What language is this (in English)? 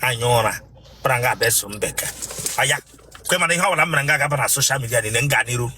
Igbo